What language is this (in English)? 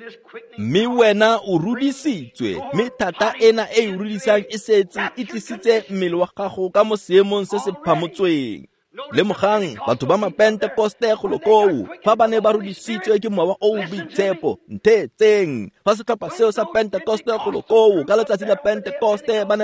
Tswana